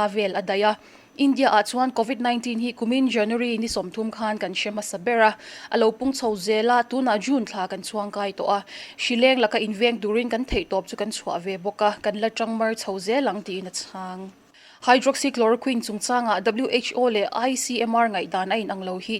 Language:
Mizo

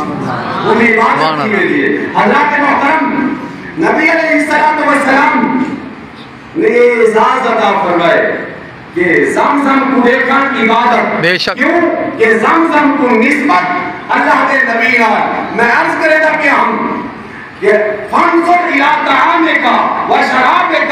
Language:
Saraiki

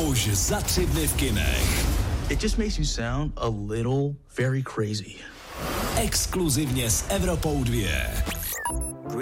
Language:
Czech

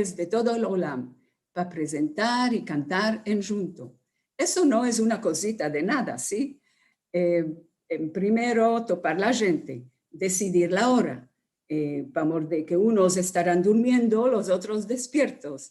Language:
Ladino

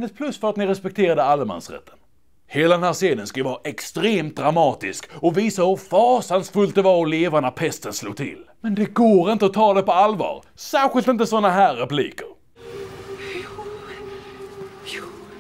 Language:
Swedish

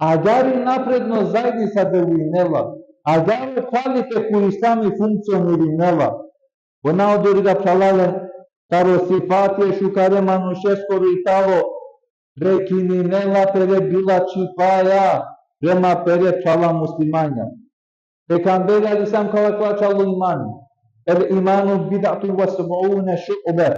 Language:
Balkan Romani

